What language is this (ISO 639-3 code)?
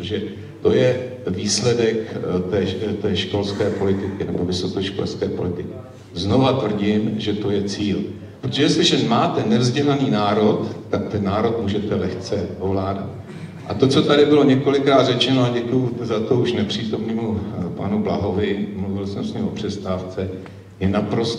ces